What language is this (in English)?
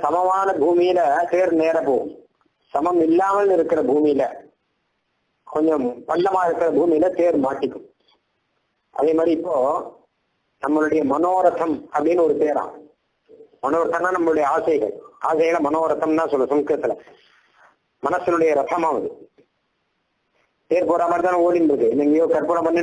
Tamil